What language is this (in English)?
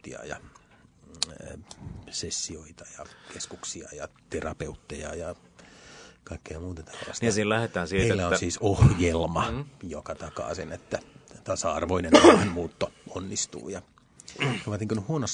Finnish